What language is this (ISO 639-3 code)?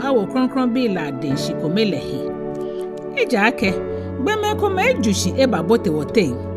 gaa